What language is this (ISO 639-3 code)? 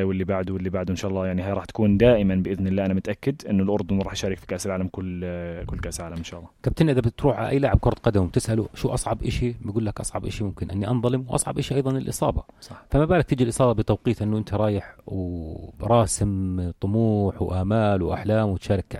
apc